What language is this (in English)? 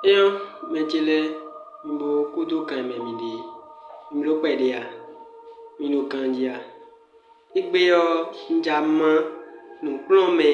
Fon